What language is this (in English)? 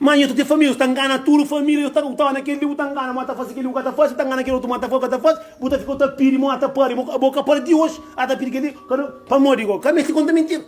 Kabuverdianu